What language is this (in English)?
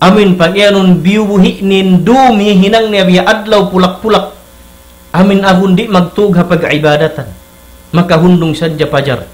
Tausug